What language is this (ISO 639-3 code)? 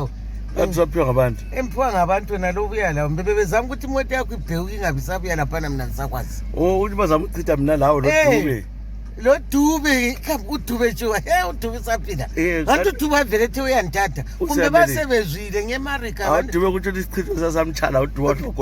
nde